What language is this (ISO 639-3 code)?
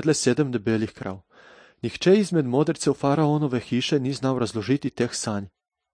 slv